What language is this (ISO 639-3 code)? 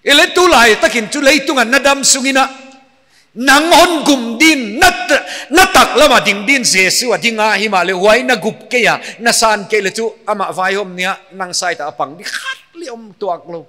pck